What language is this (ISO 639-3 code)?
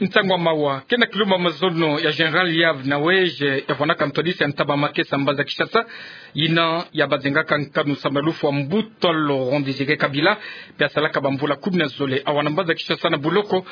ktu